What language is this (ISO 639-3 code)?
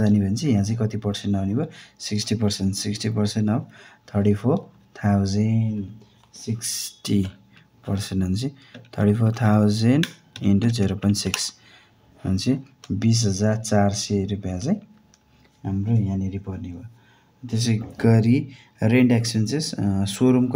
nep